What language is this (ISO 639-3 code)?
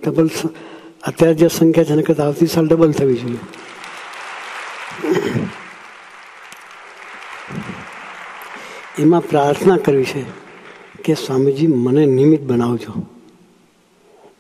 guj